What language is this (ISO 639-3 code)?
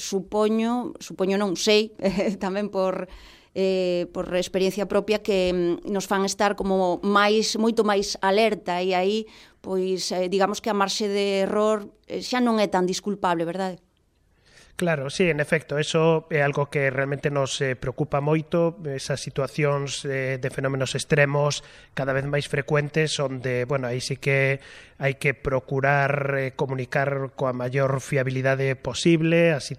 glg